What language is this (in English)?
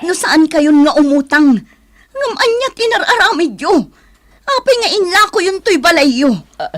Iloko